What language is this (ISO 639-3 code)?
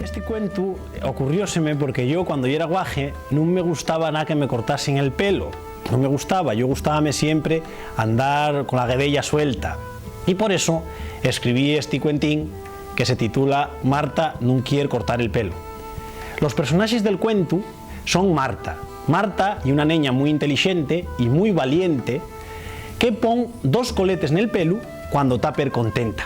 ast